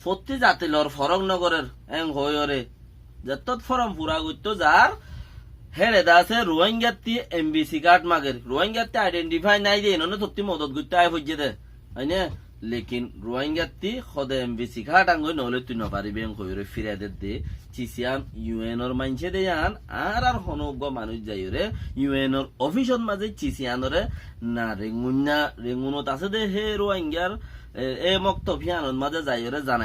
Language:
Rohingya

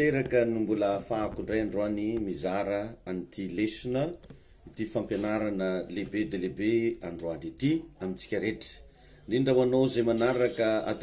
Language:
Malagasy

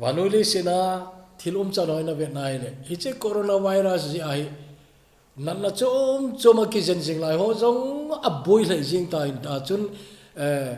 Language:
Thado Chin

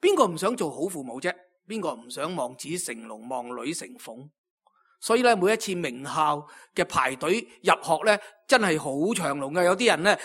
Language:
Cantonese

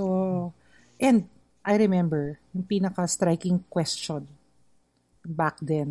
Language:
Filipino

